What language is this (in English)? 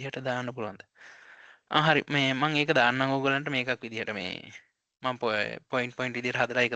Sinhala